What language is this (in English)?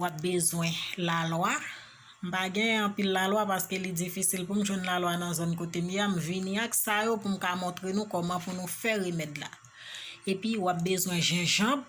Haitian Creole